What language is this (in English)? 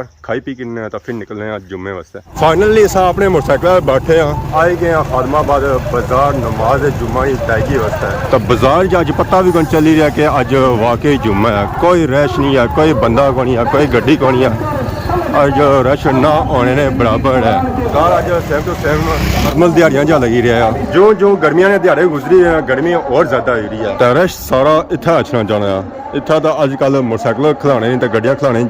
Pahari-Potwari